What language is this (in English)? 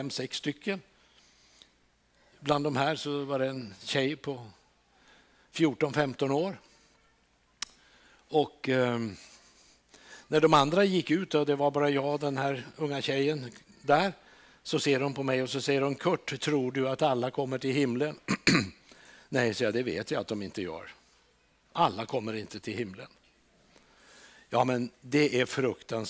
Swedish